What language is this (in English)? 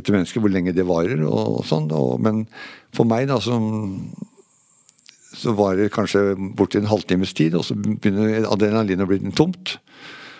Norwegian